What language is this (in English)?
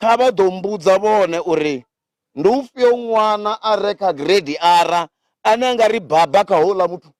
Venda